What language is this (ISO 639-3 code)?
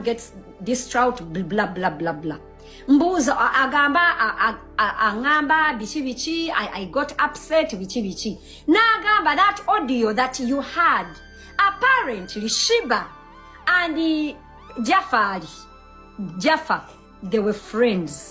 lug